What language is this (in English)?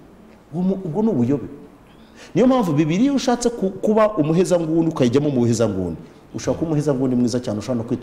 Kinyarwanda